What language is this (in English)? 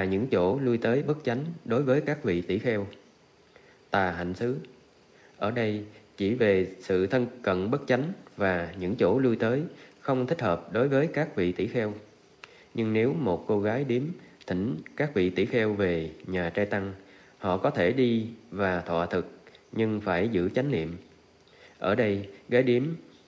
Vietnamese